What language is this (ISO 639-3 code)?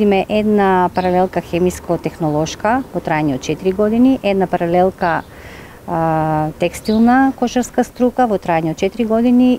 mkd